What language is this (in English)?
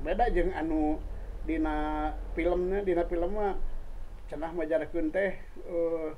Sundanese